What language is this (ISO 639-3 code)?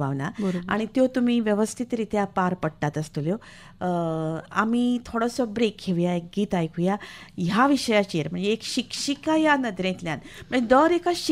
kok